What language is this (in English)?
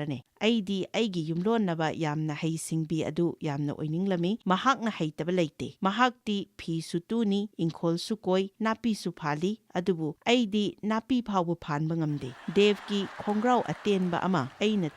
Manipuri